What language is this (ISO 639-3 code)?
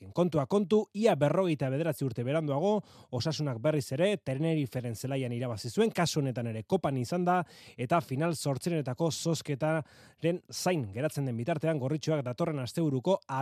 eus